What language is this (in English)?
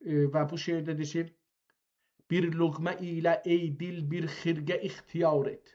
South Azerbaijani